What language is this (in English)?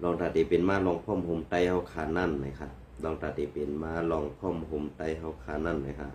Shan